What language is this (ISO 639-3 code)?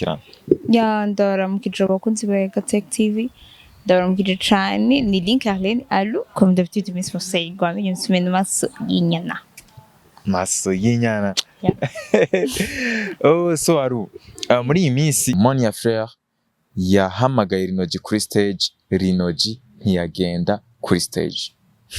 run